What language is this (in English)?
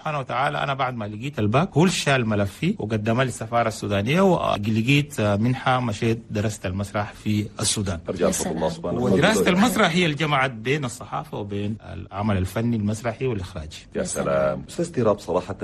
Chadian Arabic